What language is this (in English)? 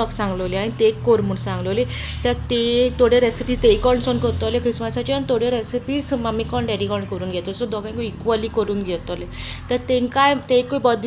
Konkani